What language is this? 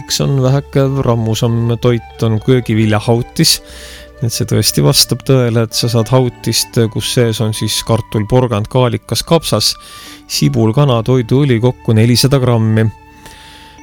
Estonian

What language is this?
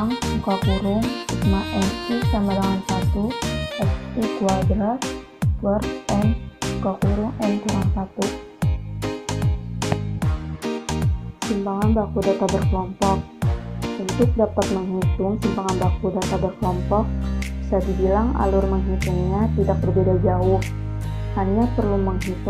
Indonesian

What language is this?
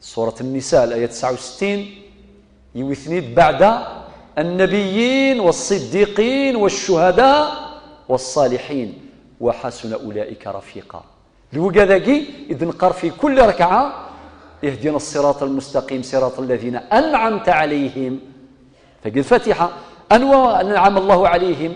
Kabyle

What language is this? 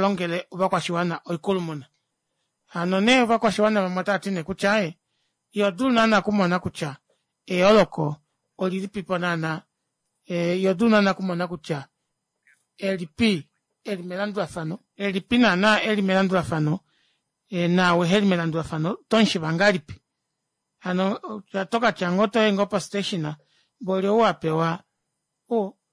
Kuanyama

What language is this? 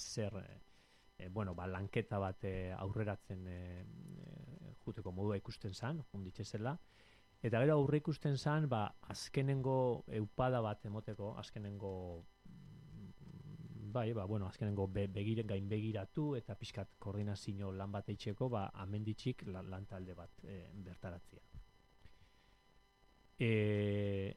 Basque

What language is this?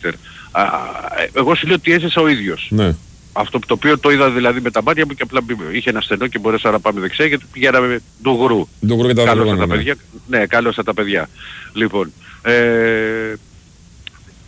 Greek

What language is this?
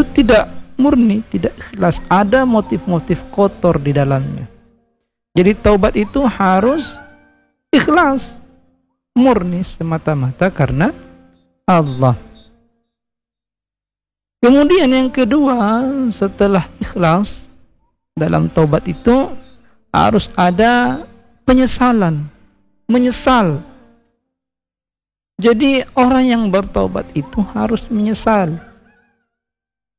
Indonesian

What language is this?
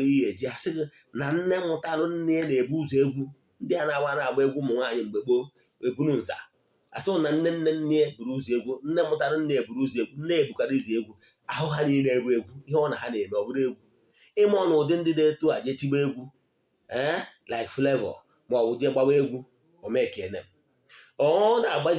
Igbo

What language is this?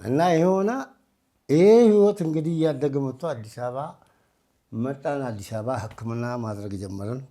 Amharic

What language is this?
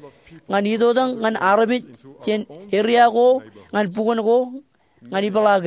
Marshallese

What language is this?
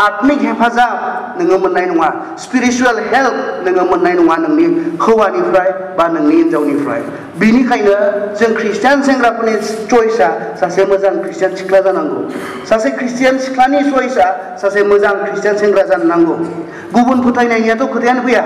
Bodo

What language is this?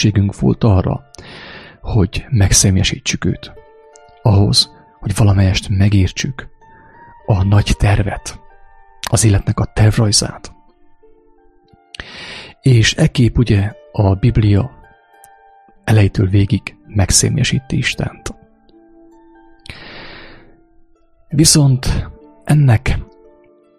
Hungarian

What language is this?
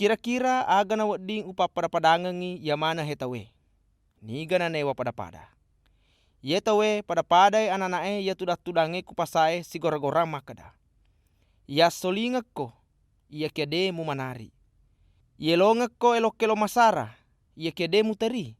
Buginese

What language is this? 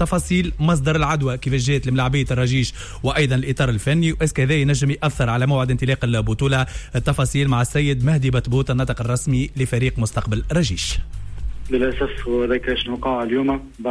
Tunisian Arabic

